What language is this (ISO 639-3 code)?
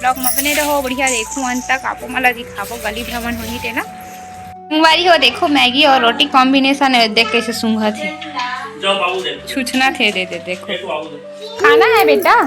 hne